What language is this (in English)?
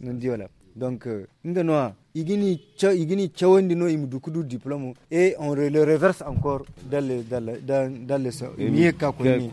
Zarma